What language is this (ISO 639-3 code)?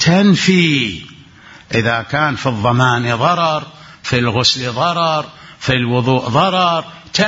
acm